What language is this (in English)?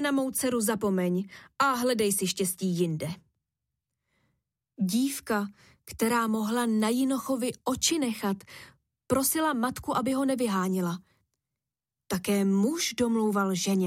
Czech